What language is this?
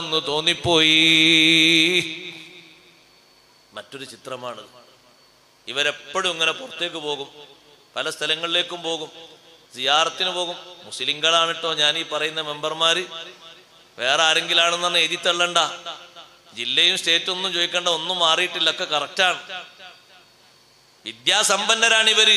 Malayalam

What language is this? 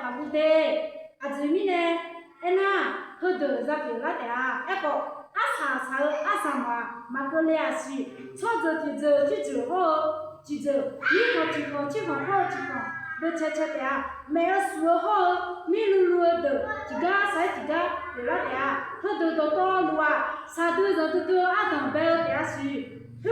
Akha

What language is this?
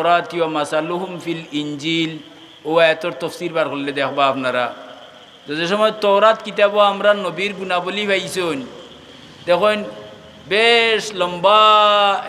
Sylheti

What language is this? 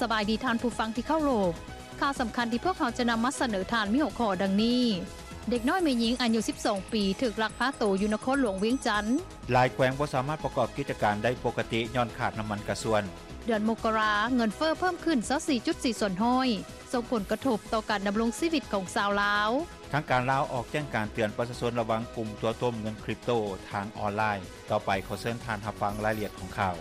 Lao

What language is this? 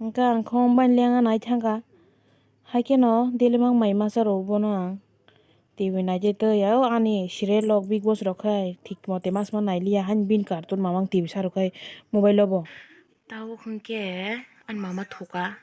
Kok Borok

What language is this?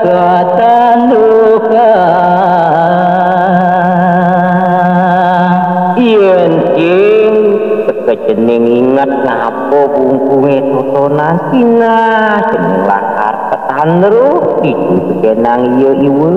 Balinese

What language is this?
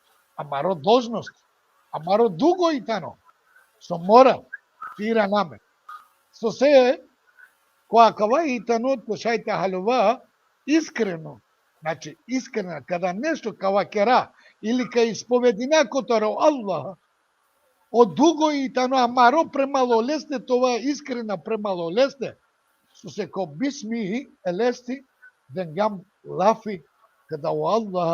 Balkan Romani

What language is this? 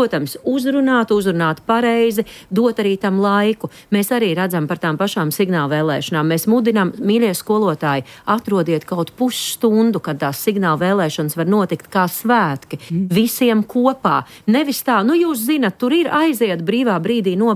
Latvian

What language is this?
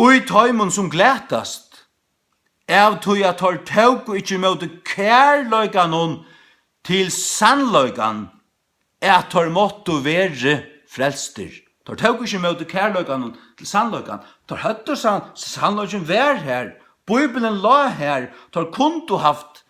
Faroese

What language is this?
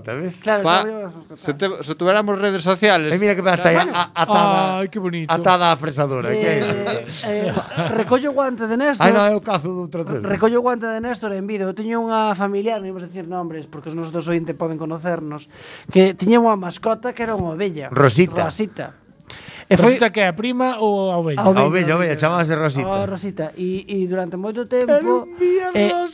Galician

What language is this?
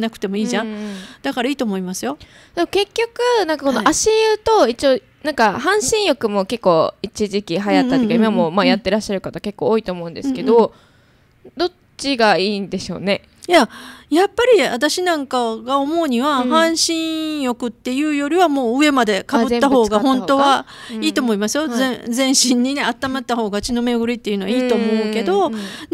Japanese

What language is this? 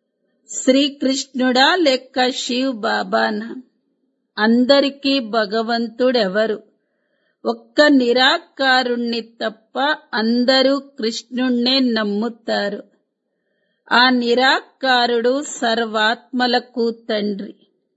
Telugu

